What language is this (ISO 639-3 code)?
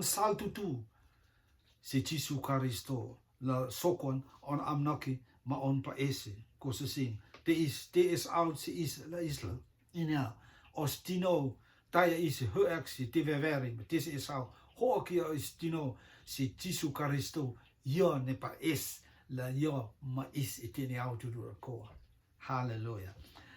rtm